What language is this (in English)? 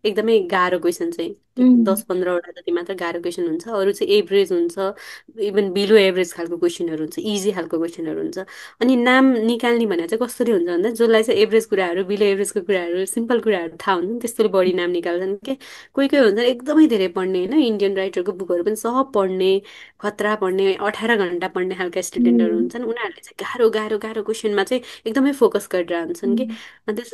Nepali